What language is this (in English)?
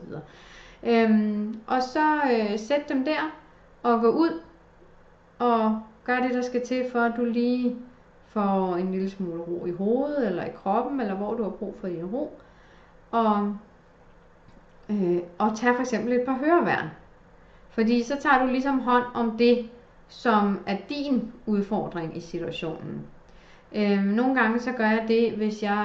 Danish